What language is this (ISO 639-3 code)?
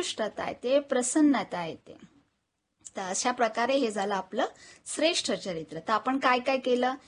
mar